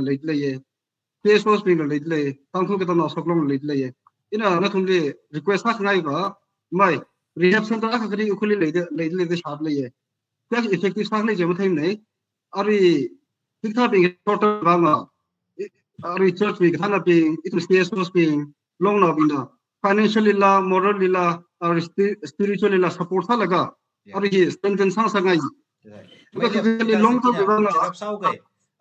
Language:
Tangkhul Naga (India)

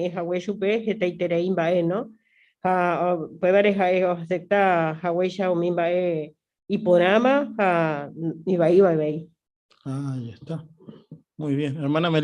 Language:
Guarani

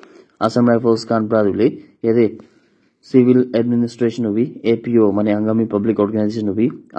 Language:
Naga Pidgin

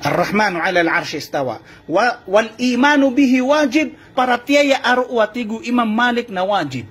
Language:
Maranao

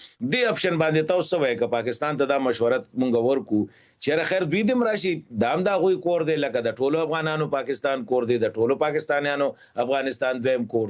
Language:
Pashto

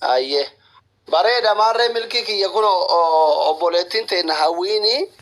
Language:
Oromo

